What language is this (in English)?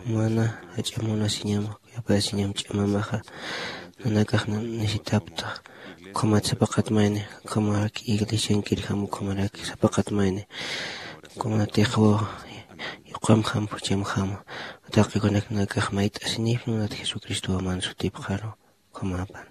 Aymara